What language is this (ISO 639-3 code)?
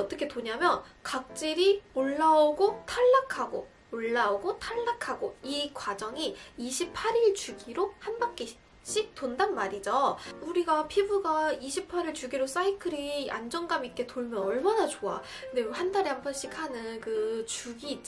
kor